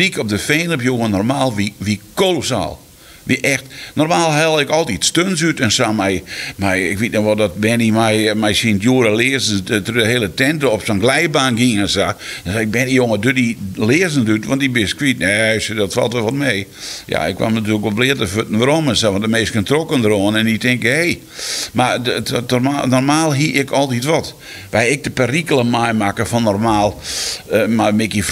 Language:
Western Frisian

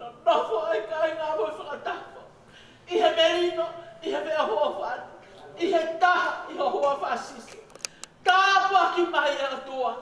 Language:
Tongan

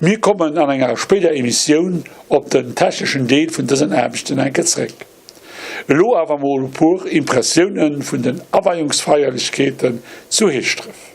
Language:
Luxembourgish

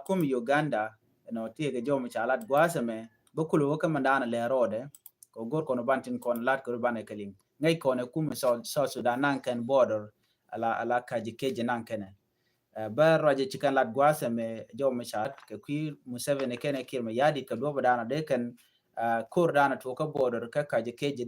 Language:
Nuer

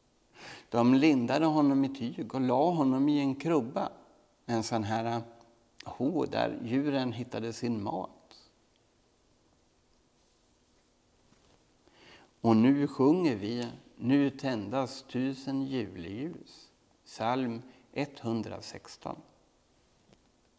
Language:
Swedish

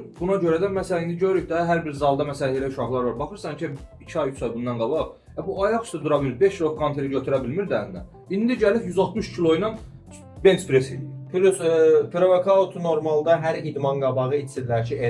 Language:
Azerbaijani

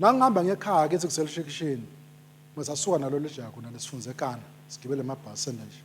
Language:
Swati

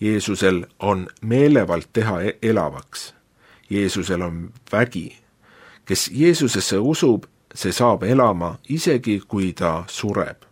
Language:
Estonian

